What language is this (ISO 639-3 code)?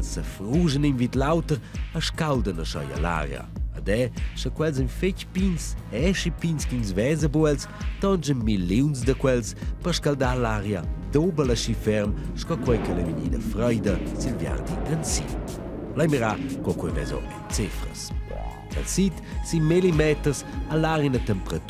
roh